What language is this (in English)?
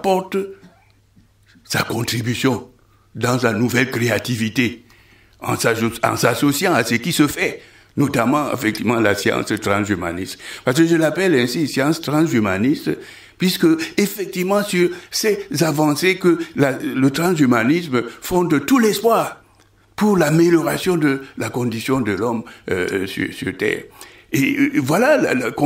French